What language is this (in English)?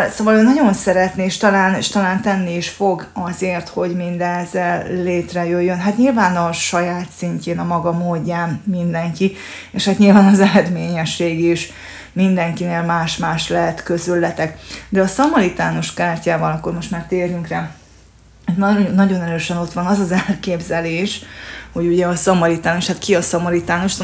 Hungarian